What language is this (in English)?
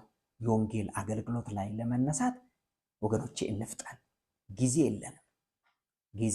Amharic